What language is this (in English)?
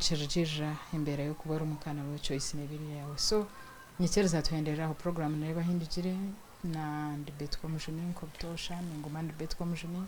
Nyankole